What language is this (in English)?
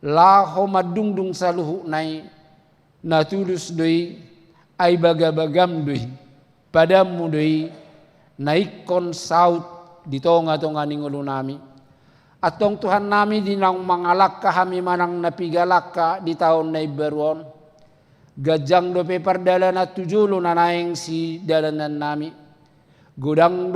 Batak Toba